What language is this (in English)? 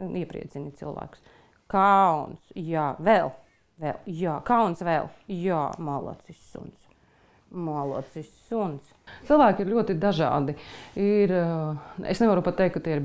Latvian